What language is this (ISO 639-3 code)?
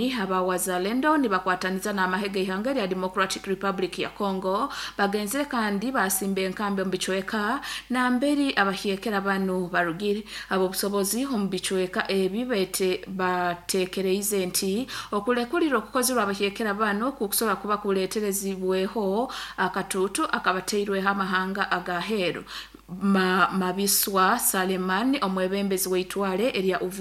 nyo